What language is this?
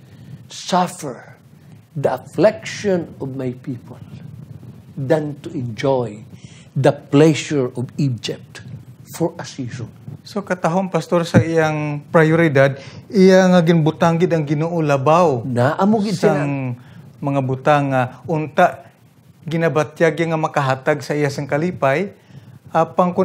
Hiligaynon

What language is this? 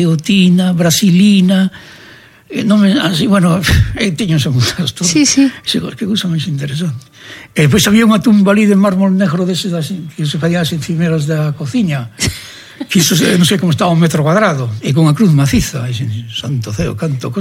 Galician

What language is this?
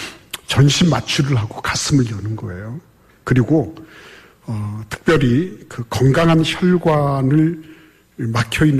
Korean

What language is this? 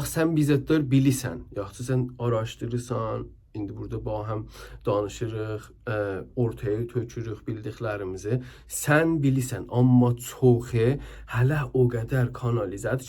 South Azerbaijani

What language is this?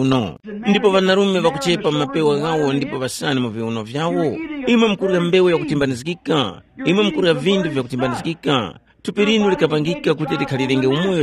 Tumbuka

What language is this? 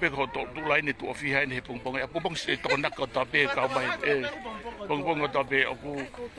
Tongan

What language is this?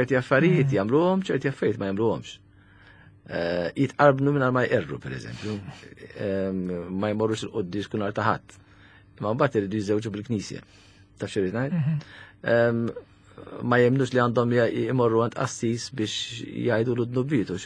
Maltese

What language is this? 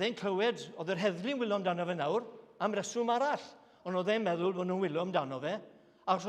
Welsh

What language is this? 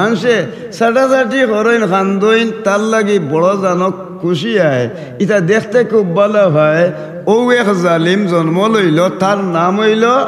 Sylheti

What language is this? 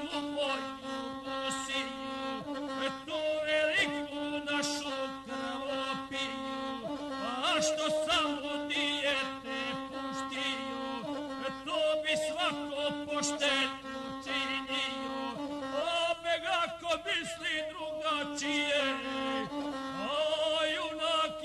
Croatian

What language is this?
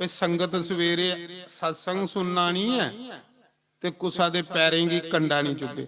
Dogri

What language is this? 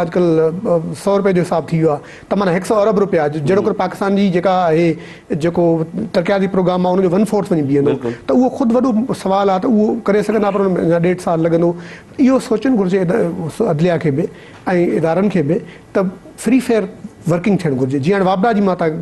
Sindhi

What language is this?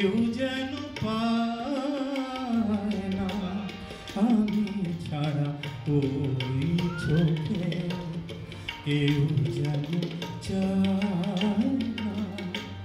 Bangla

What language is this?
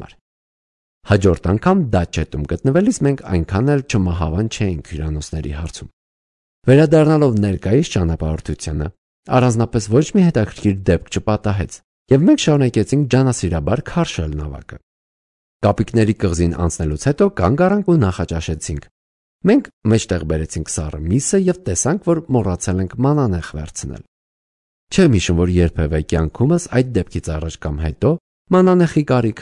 Armenian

